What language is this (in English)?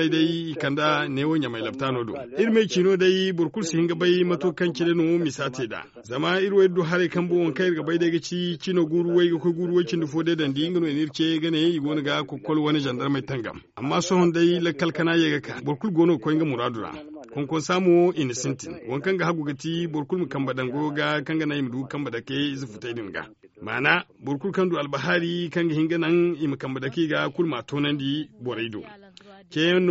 Zarma